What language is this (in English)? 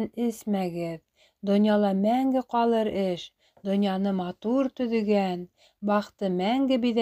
Bashkir